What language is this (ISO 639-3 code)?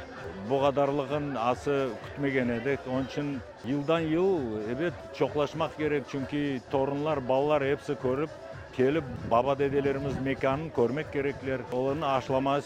crh